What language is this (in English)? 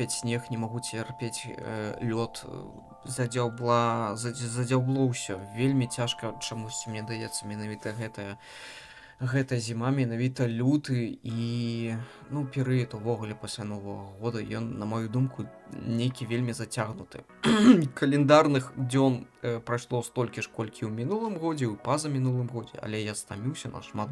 Belarusian